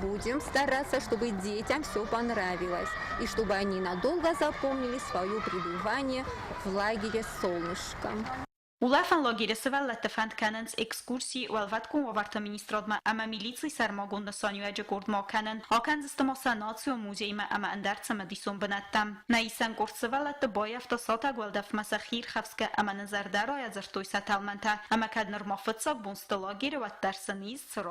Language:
Ossetic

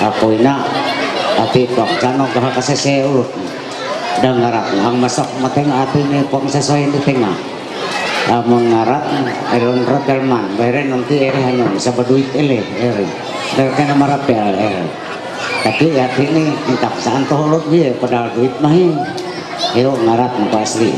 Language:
Ma'anyan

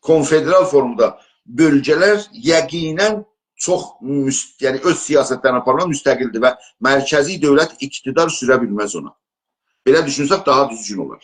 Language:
South Azerbaijani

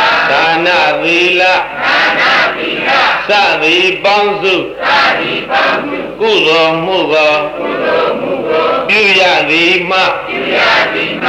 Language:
Burmese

